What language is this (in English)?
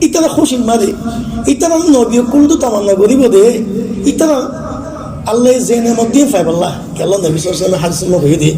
Rohingya